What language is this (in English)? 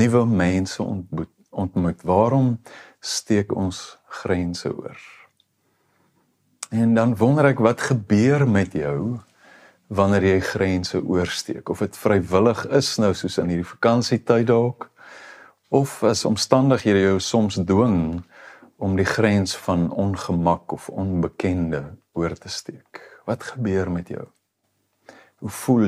Afrikaans